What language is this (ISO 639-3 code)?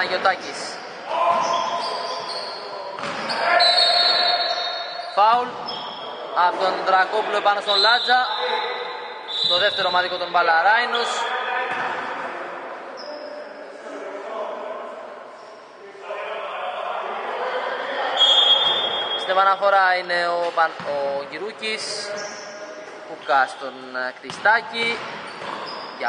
ell